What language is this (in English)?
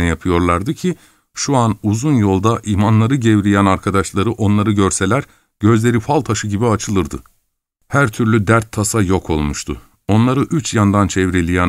Turkish